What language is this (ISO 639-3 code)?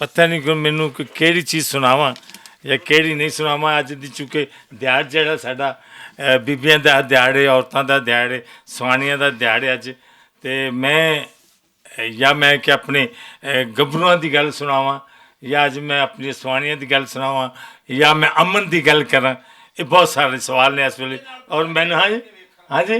lah